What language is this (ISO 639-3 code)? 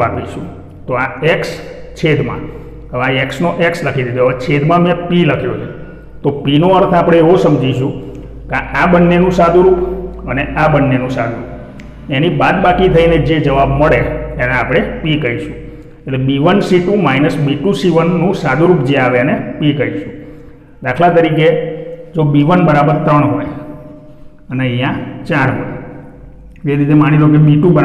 guj